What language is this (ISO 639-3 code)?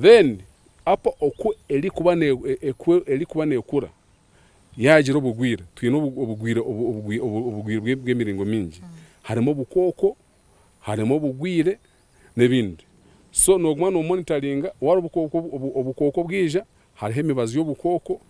nyn